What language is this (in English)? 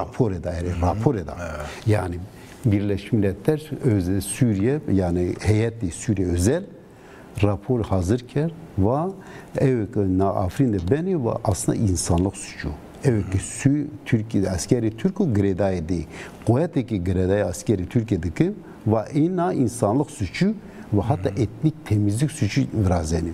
Zaza